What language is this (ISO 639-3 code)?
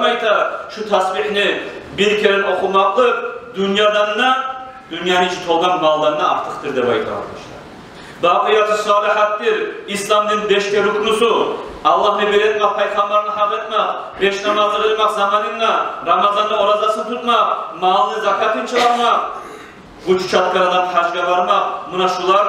kum